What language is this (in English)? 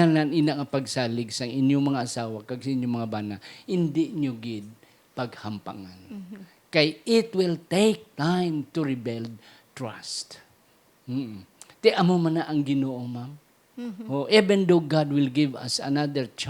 Hiligaynon